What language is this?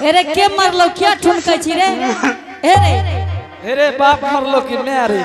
Angika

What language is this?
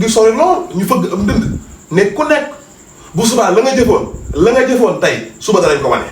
Wolof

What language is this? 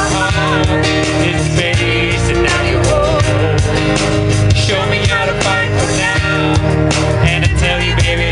English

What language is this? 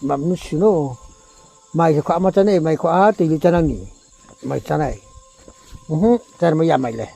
Riang (India)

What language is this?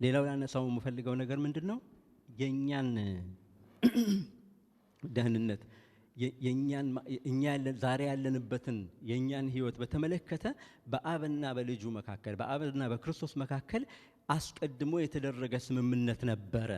Amharic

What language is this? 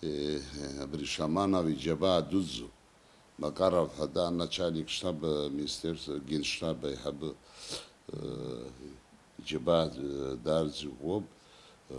Abkhazian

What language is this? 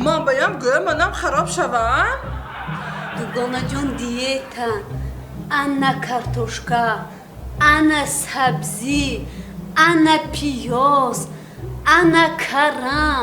Tajik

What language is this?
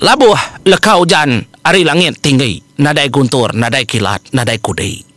Iban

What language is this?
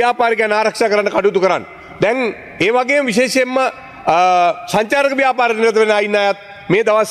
Sinhala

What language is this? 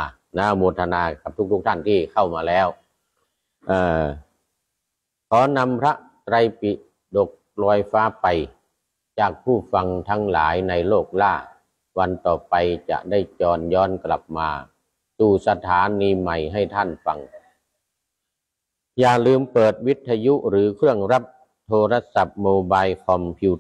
Thai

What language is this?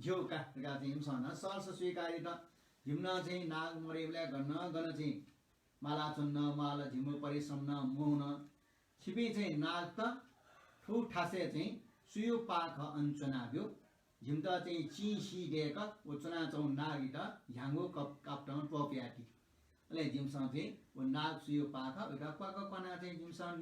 Newari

